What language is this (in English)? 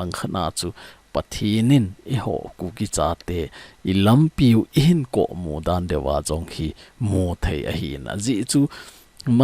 Thado Chin